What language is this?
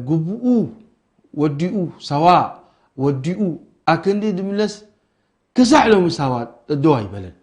Tigrinya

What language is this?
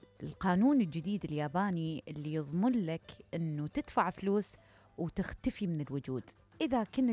Mesopotamian Arabic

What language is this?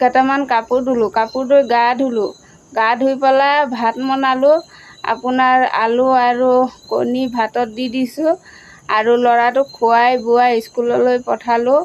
Assamese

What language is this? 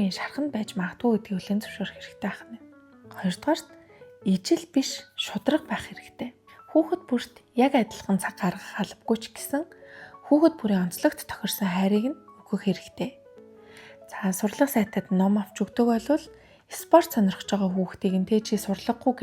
Mongolian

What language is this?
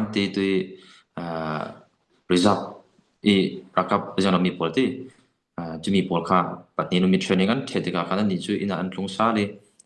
Falam Chin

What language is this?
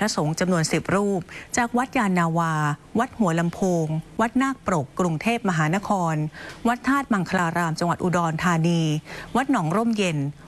Thai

